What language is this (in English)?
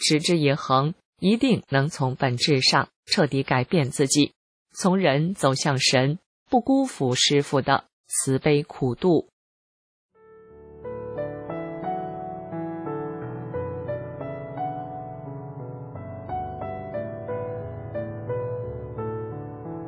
Chinese